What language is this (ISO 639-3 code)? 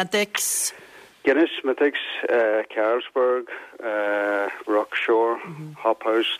gle